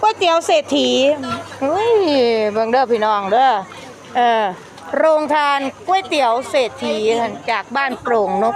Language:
Northeastern Thai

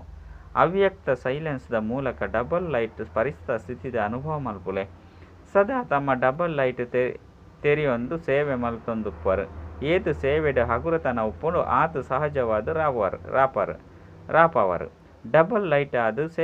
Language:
Tulu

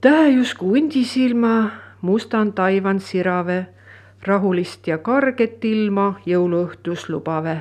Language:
Estonian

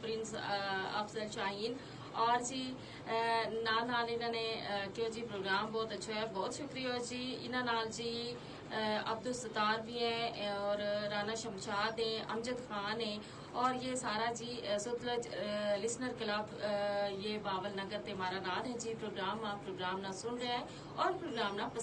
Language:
Gujari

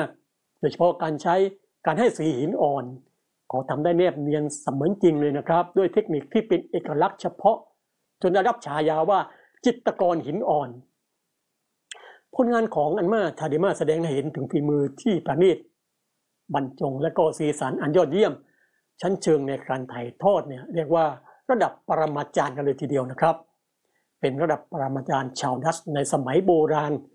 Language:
Thai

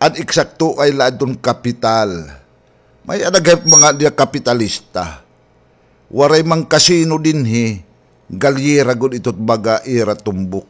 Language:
Waray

